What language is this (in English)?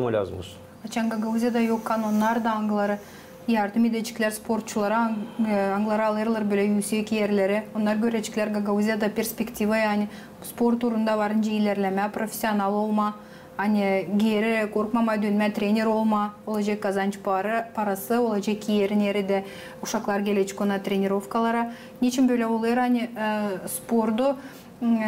Gagauz